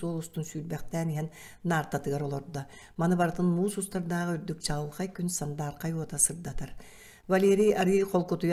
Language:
Yakut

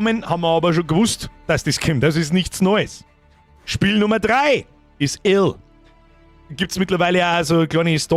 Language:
Bavarian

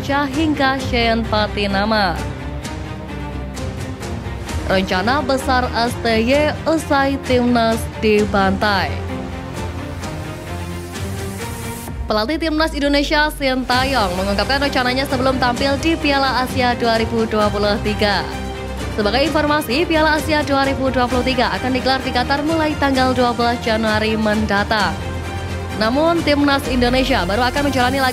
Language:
Indonesian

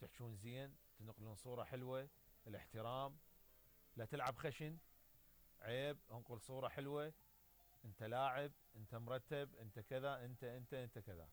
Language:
Mesopotamian Arabic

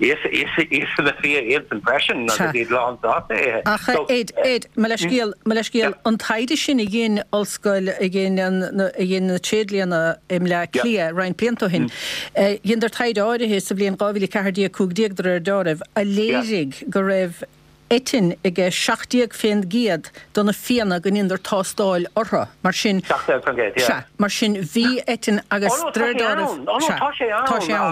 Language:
Irish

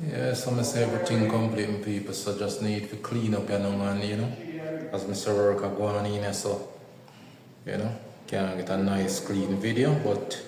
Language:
Jamaican Creole English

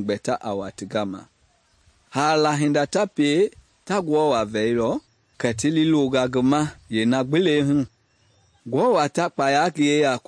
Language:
Mende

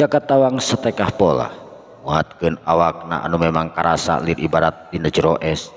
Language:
Sundanese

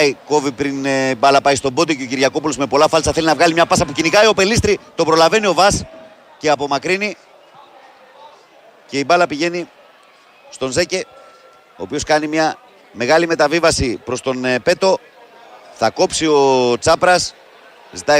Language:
Greek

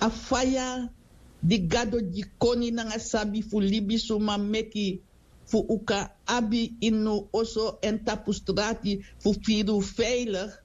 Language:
Sranan Tongo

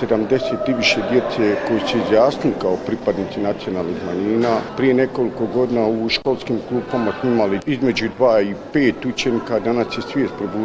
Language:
Bosnian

